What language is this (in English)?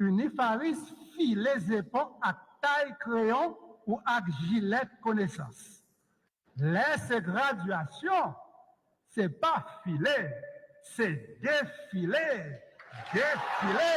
Haitian Creole